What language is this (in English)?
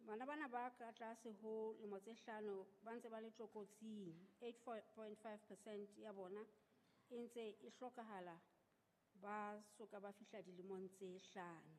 Southern Sotho